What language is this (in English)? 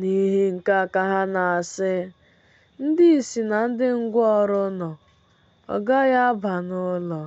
Igbo